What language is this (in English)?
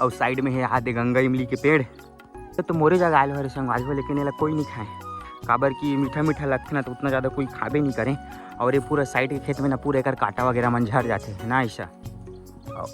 Chhattisgarhi